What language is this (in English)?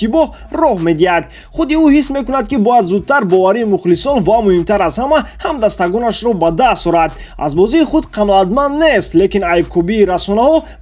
Tajik